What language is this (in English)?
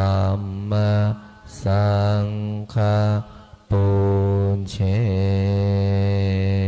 Pali